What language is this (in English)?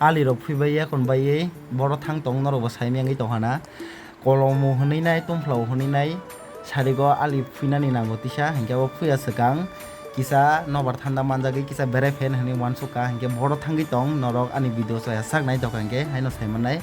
Kok Borok